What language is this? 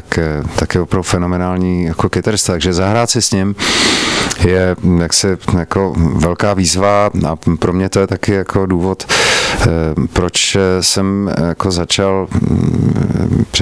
Czech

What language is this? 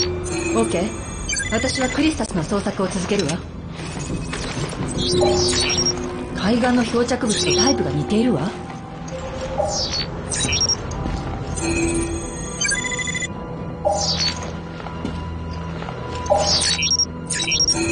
Japanese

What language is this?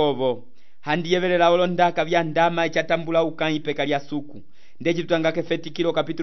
Umbundu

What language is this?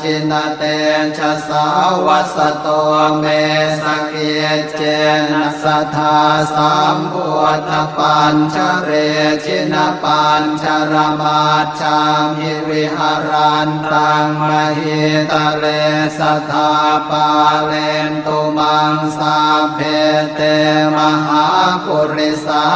Pali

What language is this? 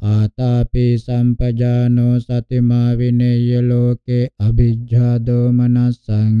Pali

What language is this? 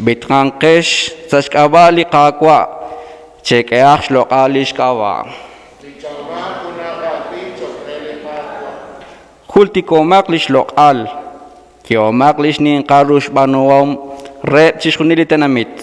Kekchí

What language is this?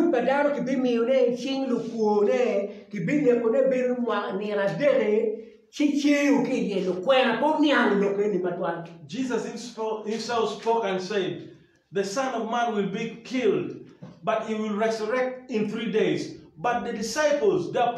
Acoli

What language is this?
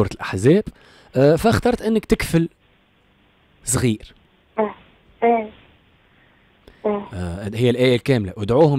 Tunisian Arabic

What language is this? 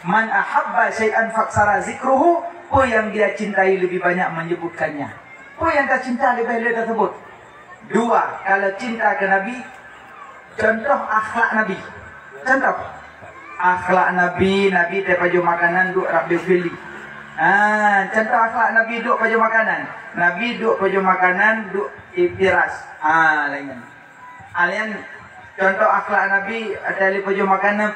Achinese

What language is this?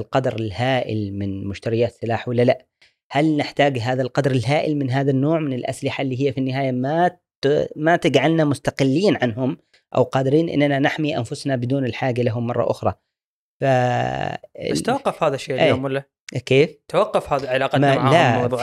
Gulf Arabic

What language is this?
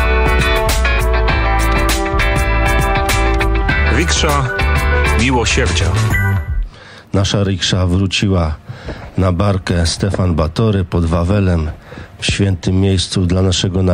Polish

